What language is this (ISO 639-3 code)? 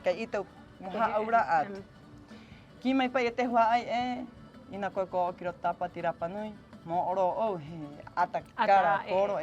rap